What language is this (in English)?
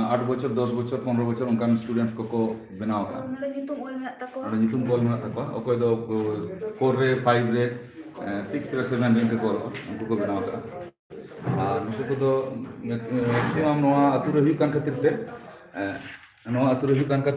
Santali